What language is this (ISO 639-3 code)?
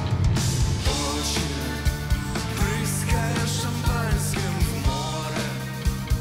ukr